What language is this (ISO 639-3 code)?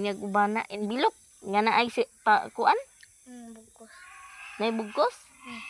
ceb